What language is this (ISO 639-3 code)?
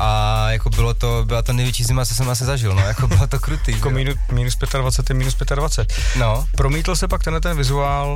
ces